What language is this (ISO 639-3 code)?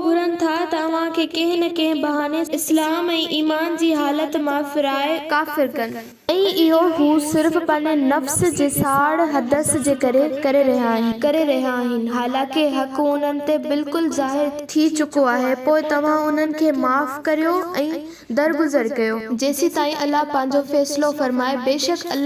snd